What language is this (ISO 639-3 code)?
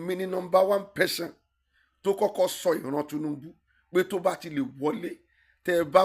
yor